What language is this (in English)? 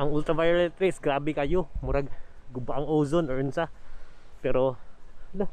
Cebuano